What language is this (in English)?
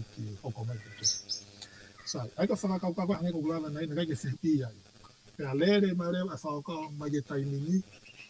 Tongan